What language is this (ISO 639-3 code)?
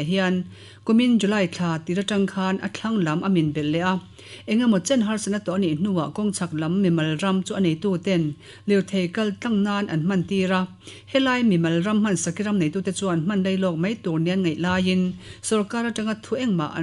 lus